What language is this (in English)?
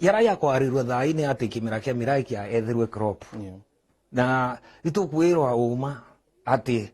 Meru